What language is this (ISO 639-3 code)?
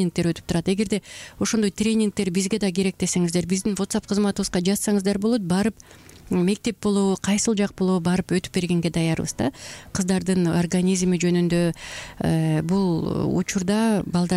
kir